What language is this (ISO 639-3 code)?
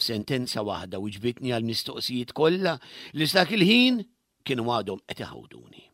mlt